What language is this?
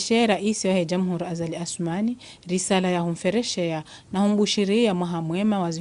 Ngazidja Comorian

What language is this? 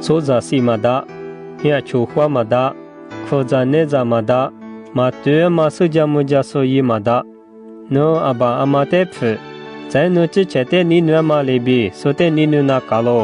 Lisu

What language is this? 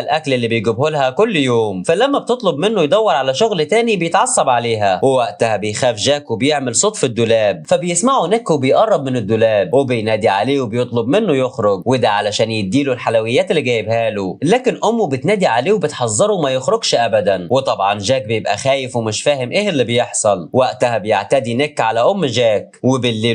Egyptian Arabic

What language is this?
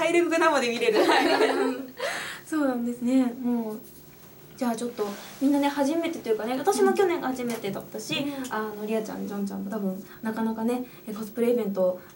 Japanese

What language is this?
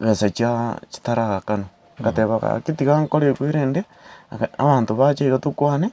Gusii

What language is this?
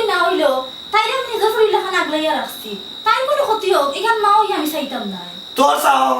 Sylheti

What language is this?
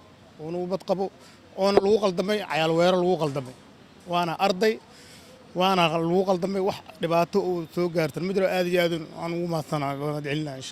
Somali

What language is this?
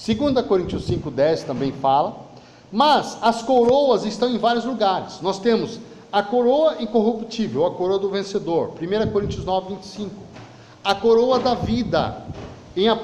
Portuguese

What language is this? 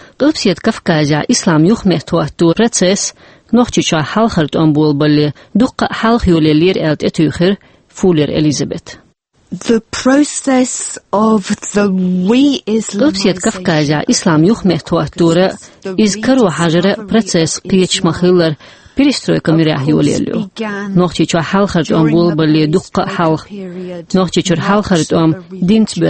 Chechen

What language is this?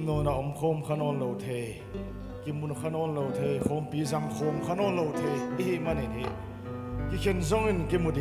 Paite Chin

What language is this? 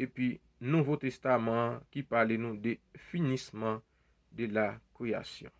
Haitian Creole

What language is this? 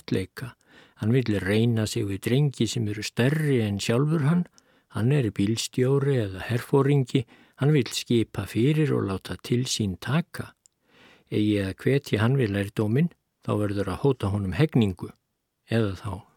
Icelandic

